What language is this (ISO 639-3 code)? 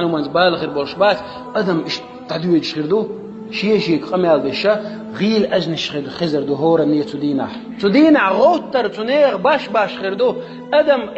che